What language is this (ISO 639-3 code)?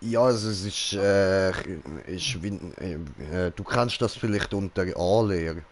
gsw